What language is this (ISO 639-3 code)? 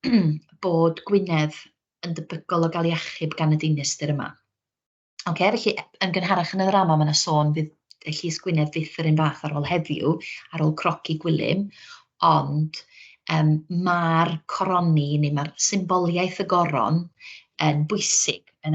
cym